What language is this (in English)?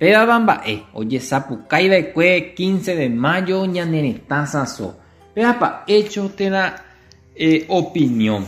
Guarani